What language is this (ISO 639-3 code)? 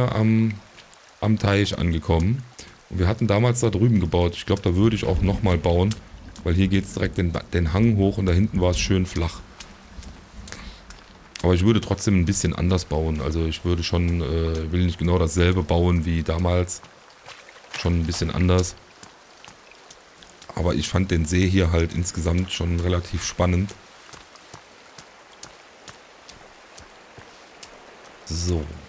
deu